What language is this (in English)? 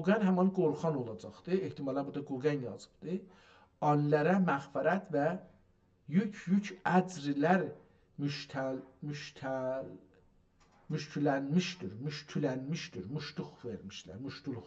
South Azerbaijani